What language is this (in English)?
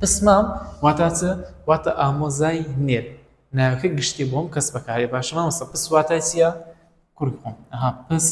Central Kurdish